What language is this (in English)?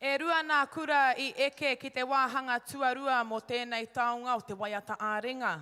Māori